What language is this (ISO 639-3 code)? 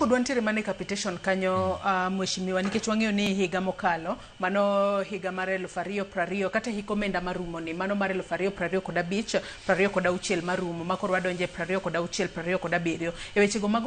luo